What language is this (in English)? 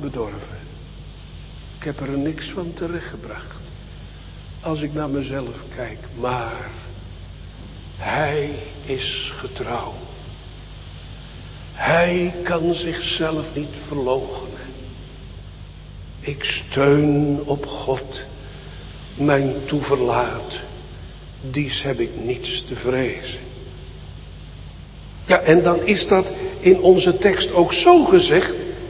Dutch